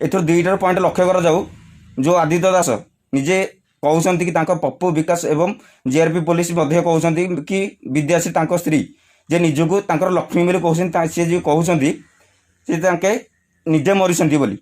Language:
Odia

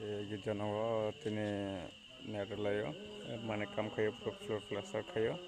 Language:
Kok Borok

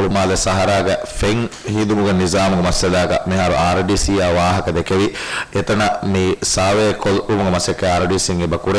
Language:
Divehi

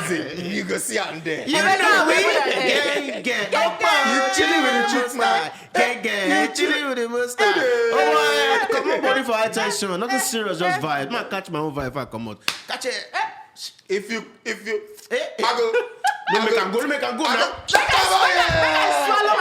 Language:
Nigerian Pidgin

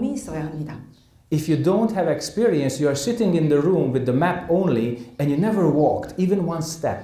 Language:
Korean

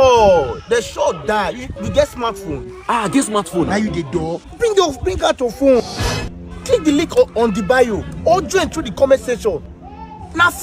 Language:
Nigerian Pidgin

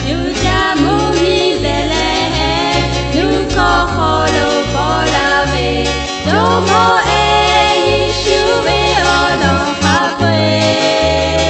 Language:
Lahu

